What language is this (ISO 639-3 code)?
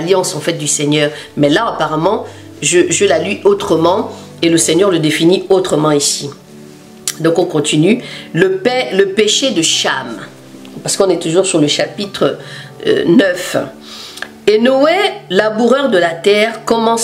fra